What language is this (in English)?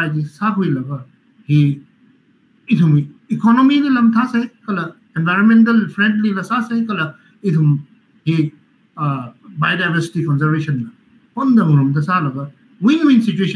Tangkhul Naga (India)